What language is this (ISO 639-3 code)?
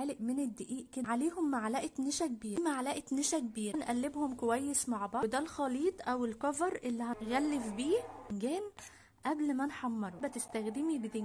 arz